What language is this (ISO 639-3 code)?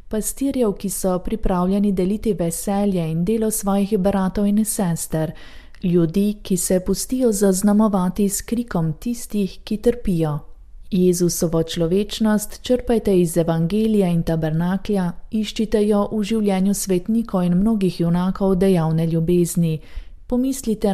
slv